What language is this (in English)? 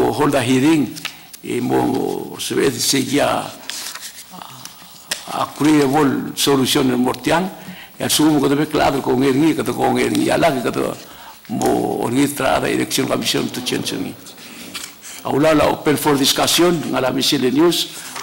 Palauan